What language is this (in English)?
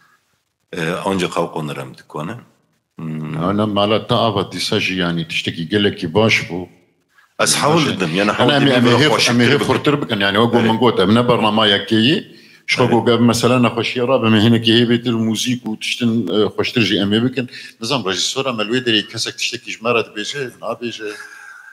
Kurdish